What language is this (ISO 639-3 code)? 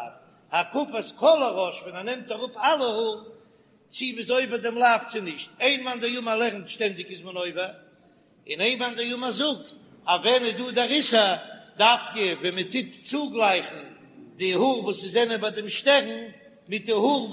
yid